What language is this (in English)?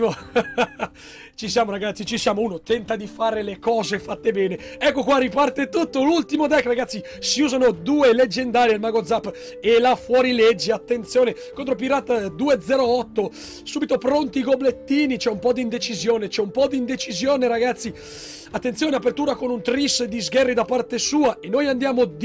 Italian